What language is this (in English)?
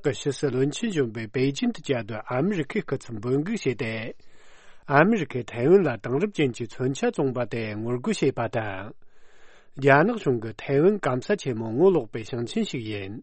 Tibetan